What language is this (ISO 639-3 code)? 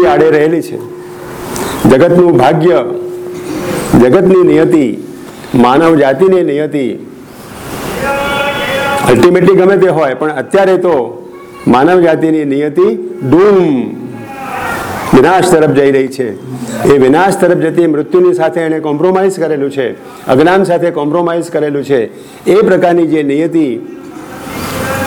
guj